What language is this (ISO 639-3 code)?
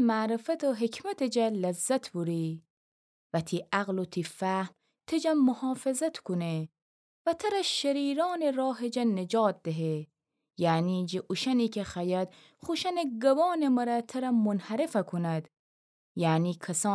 glk